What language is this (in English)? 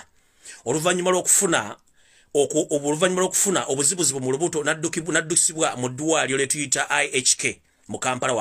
Ganda